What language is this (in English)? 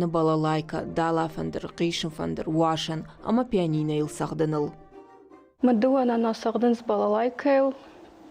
Ossetic